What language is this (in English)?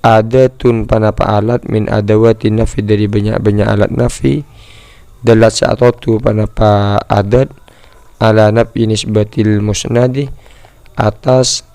Madurese